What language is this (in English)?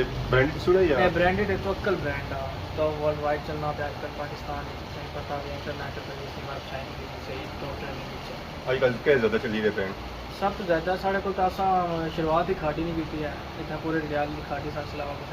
Pahari-Potwari